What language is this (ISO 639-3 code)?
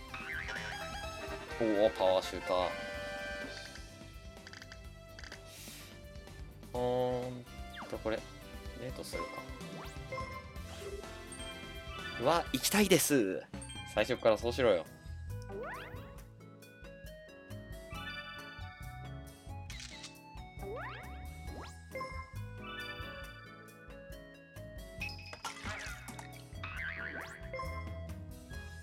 jpn